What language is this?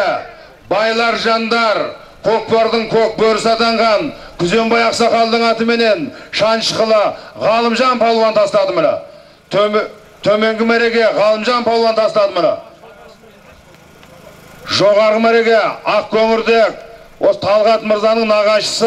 Kazakh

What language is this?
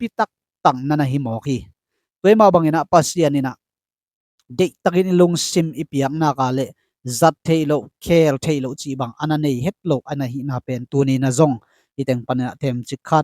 Tedim Chin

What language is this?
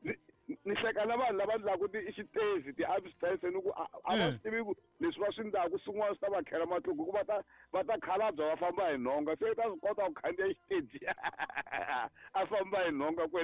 Tsonga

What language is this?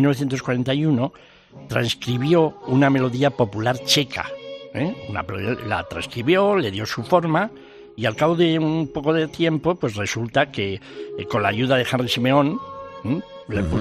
Spanish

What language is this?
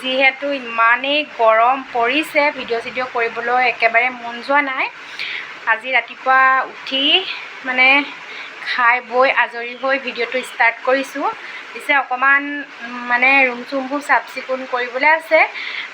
Assamese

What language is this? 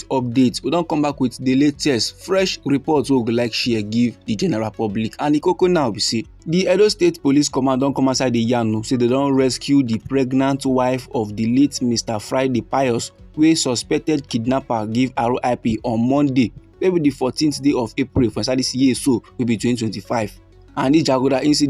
Nigerian Pidgin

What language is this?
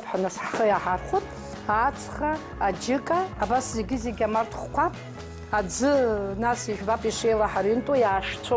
Abkhazian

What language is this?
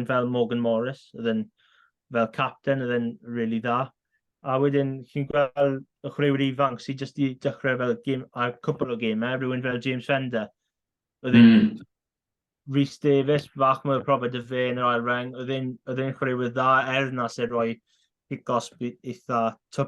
Welsh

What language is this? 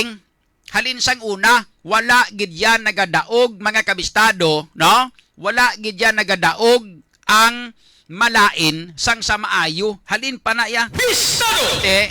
Hiligaynon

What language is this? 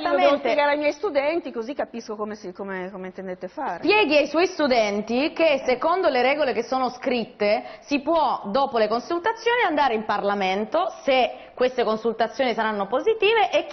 Italian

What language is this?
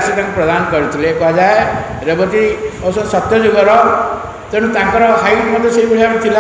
Odia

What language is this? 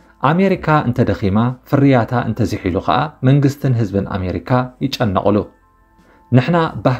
Tigrinya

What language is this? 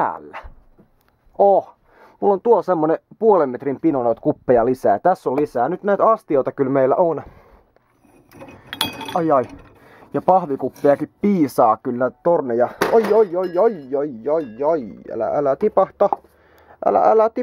Finnish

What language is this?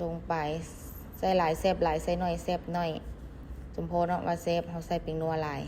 Lao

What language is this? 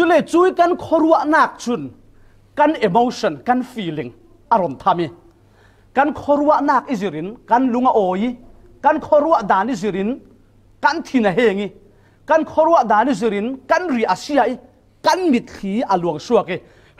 Falam Chin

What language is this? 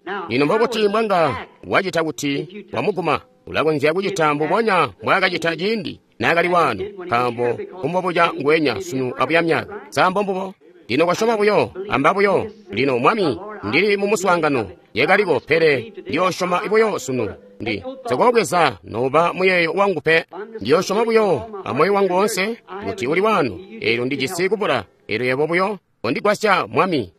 Tonga (Zambia)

